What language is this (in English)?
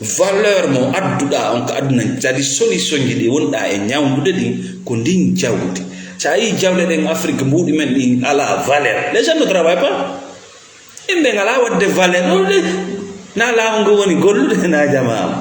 Fula